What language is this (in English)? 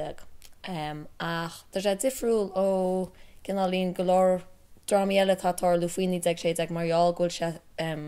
Irish